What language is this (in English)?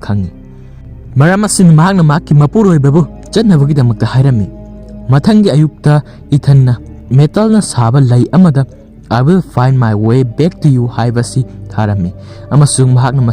Manipuri